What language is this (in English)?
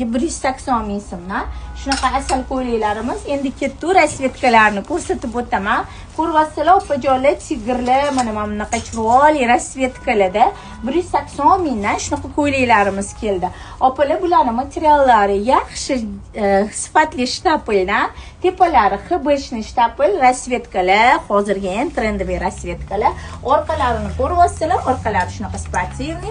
Uzbek